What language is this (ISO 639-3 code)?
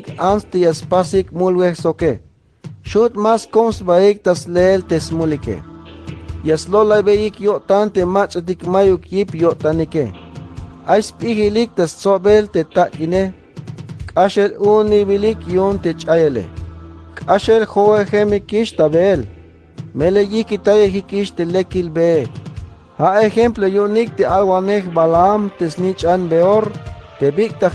tzh